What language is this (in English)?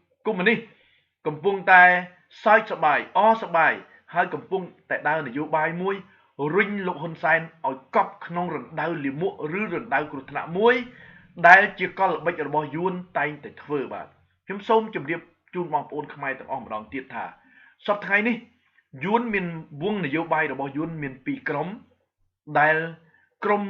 Khmer